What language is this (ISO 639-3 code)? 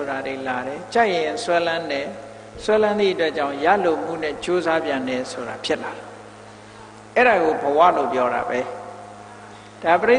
mya